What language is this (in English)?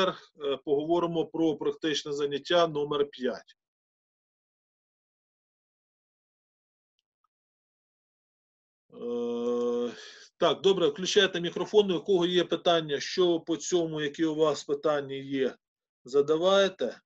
Ukrainian